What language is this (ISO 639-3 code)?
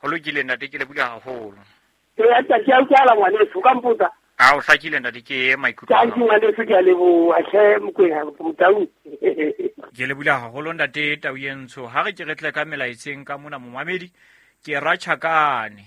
sot